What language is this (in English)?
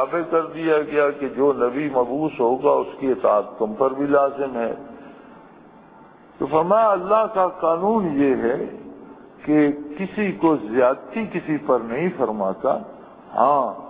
Urdu